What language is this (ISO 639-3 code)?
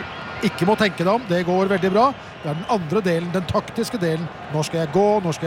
nor